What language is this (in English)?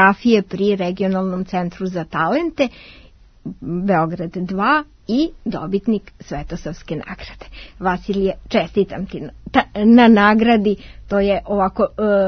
Serbian